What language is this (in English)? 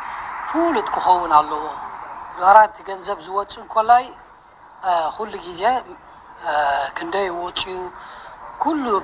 Tigrinya